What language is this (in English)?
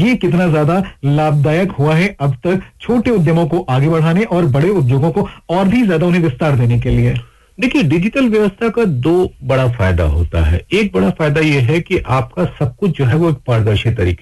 Hindi